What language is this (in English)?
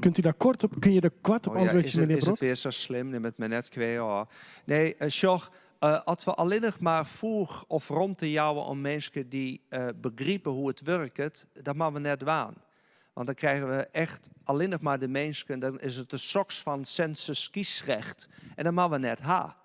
Western Frisian